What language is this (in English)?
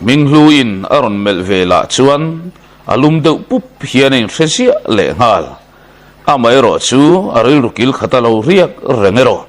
Mizo